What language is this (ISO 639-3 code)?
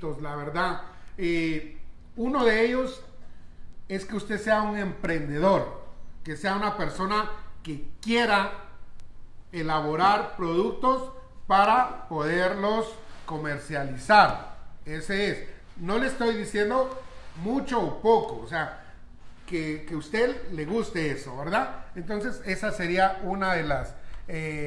spa